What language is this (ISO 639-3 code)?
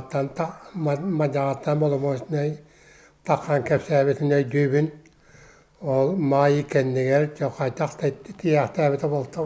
sah